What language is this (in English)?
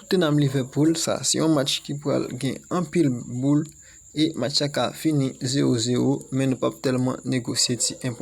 Haitian Creole